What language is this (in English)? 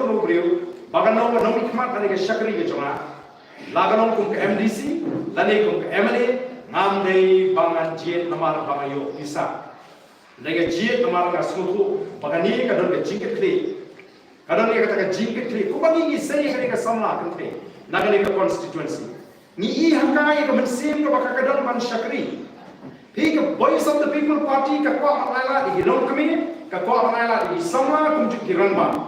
Khasi